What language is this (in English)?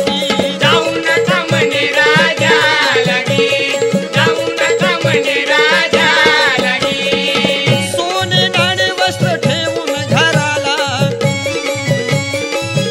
Marathi